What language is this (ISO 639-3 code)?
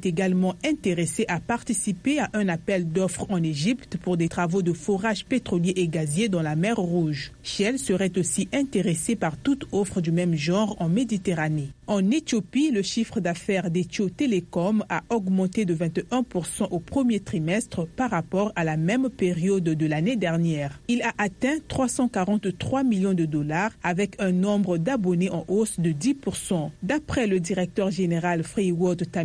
fra